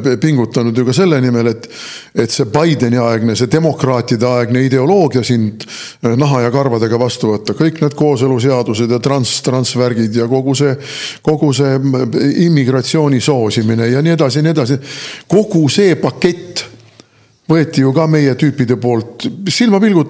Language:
Estonian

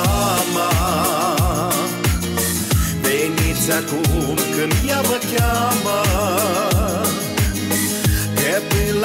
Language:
Romanian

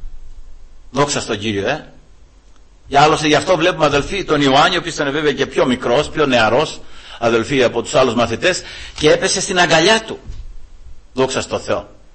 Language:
Greek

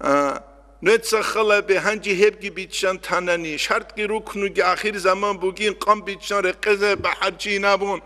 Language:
Avaric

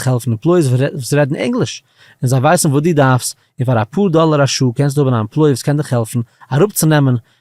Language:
Yiddish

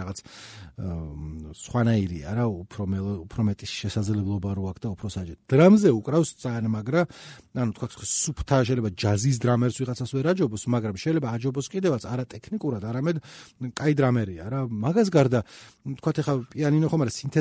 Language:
Georgian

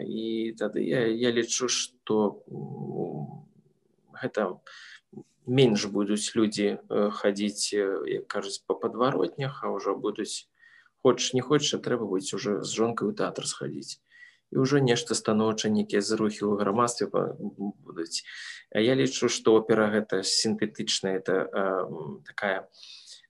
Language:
Belarusian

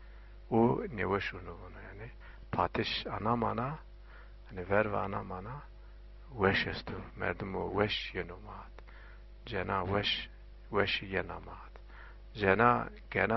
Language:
Zaza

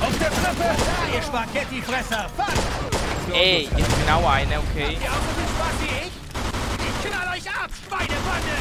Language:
Swiss German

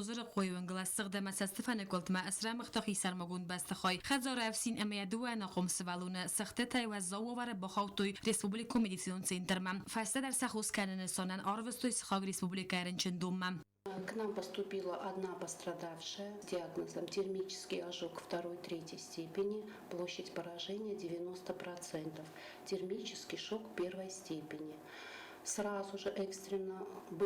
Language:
Ossetic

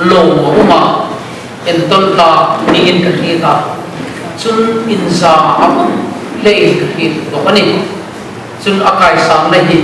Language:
Hmar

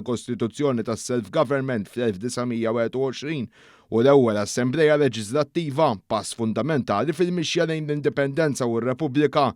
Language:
Maltese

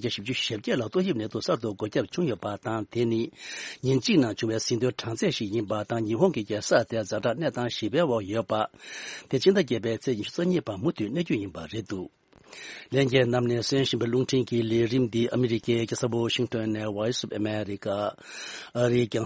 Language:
Tibetan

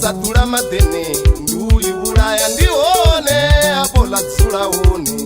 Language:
Venda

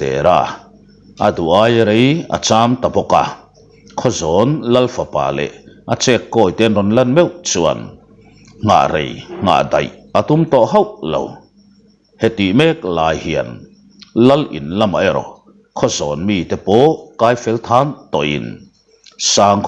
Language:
Mizo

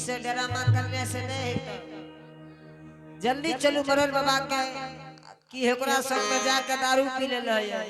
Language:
Angika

